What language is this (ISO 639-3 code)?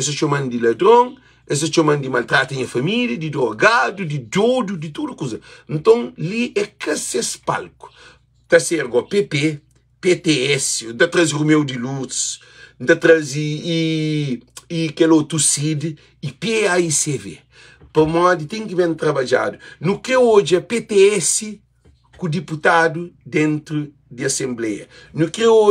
kea